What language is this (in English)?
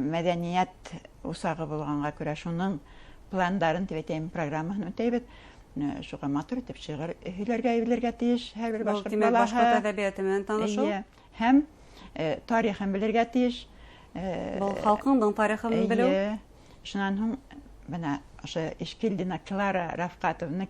Bashkir